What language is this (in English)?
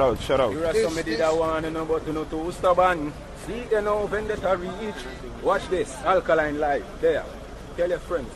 Jamaican Creole English